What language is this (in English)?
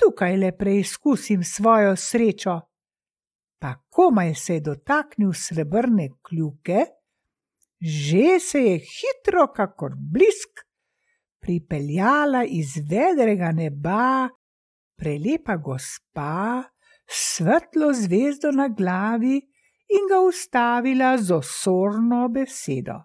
Slovenian